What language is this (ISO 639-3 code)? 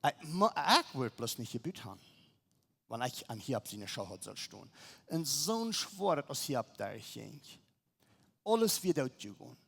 pdt